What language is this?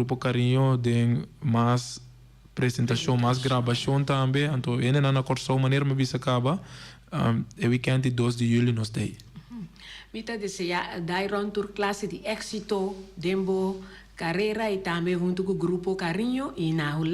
Papiamento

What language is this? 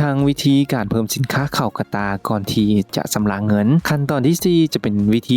Lao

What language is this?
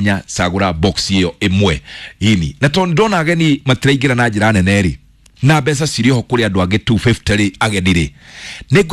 Kikuyu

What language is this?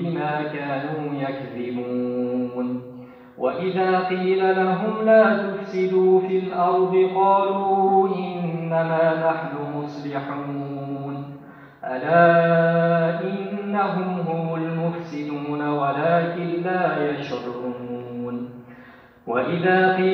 Arabic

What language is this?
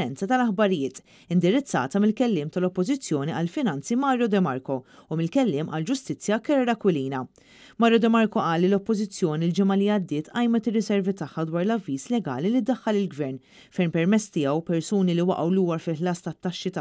Maltese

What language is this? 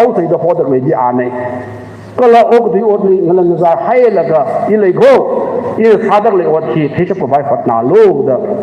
Tangkhul Naga (India)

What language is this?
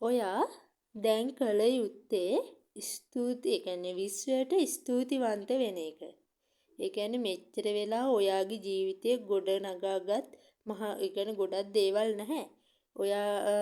Sinhala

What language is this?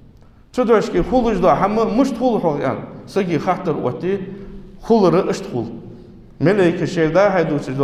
Ingush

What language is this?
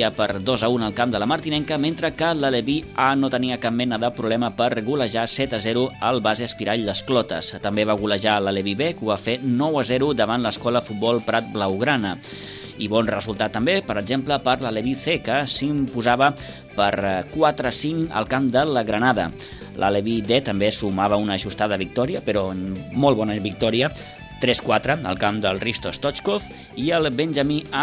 Catalan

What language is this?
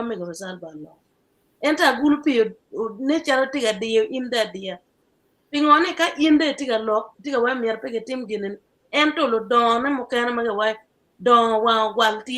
Acoli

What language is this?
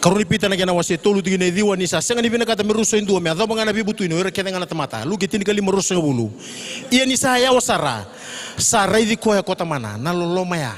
Fijian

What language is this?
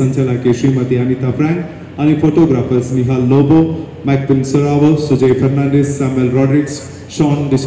Konkani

